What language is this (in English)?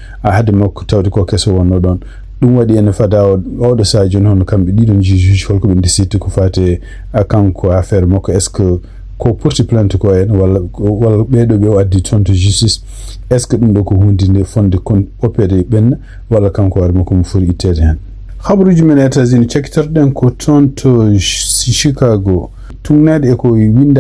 Fula